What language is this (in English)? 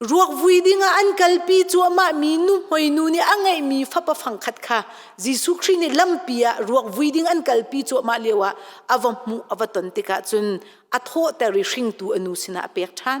Hakha Chin